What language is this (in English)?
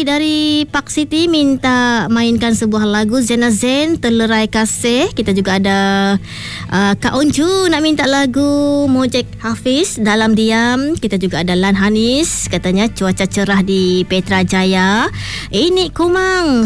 Malay